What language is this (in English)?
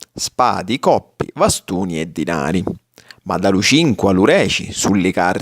Sicilian